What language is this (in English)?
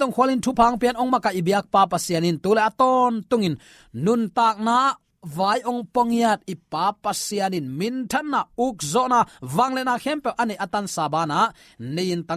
Tedim Chin